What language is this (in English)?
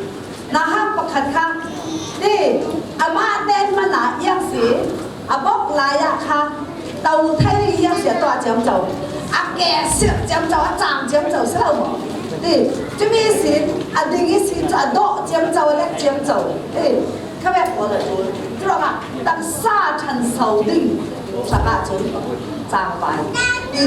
Falam Chin